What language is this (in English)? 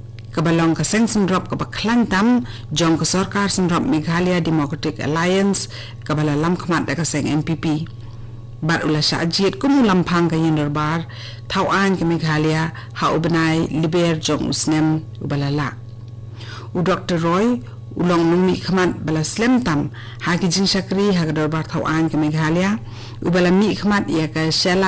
Khasi